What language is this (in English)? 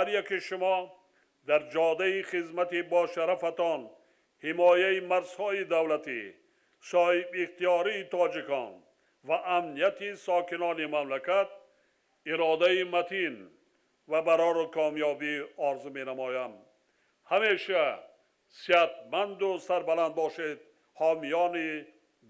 Tajik